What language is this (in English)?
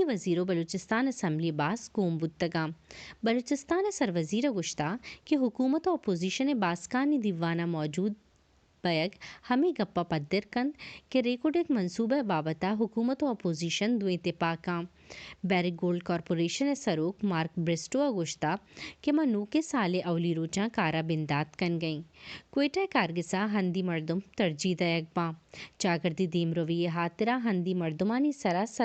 Baluchi